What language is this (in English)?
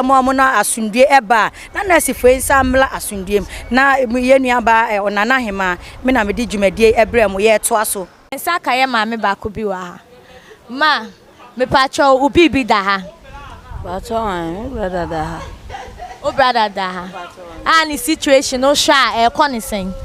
Akan